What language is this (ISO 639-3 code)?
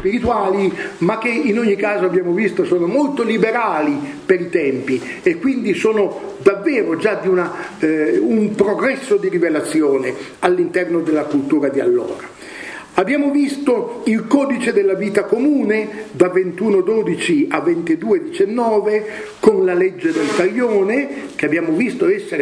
ita